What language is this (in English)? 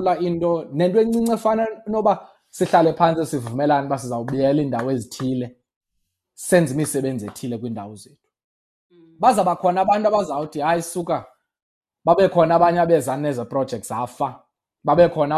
Xhosa